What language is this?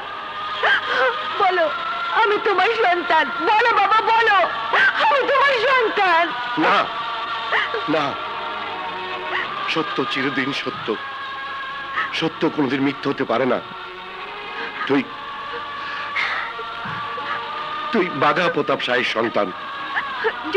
Bangla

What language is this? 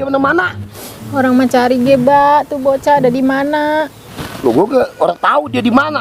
Betawi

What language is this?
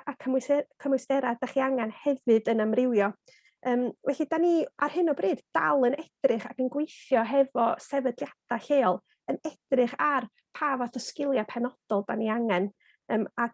Welsh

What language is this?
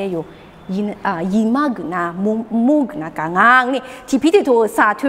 Lisu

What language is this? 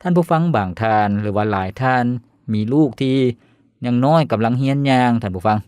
Lao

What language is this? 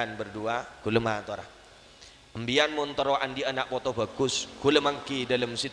Madurese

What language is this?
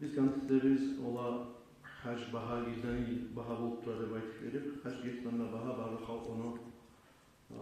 Kumyk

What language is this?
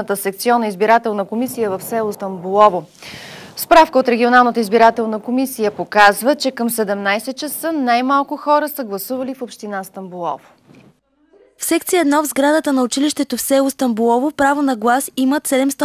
Bulgarian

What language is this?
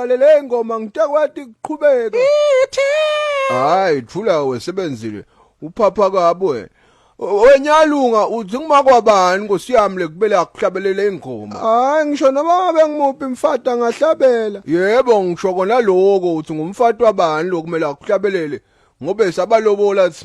Zulu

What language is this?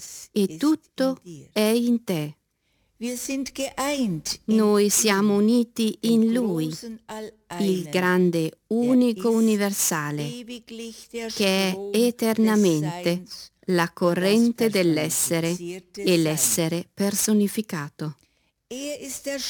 Italian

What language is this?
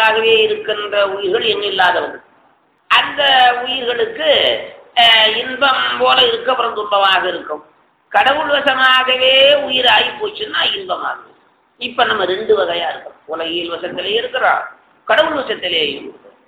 Tamil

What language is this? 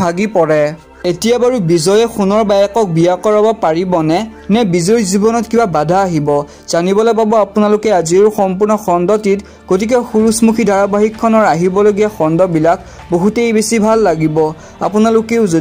Assamese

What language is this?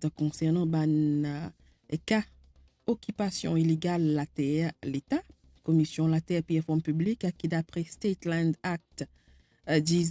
Morisyen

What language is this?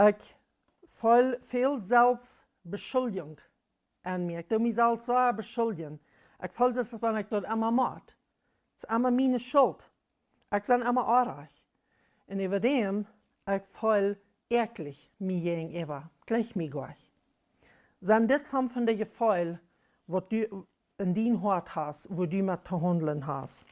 Plautdietsch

